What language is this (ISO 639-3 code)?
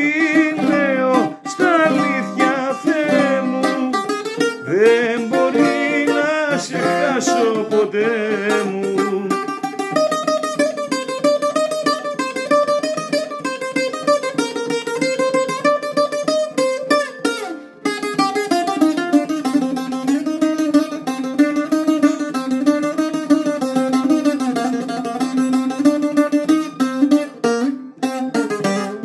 ell